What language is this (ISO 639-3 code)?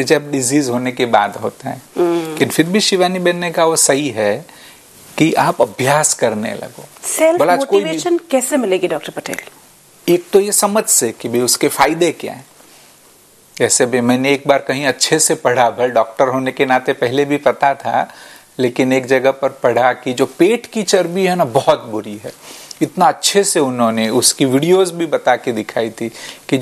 hin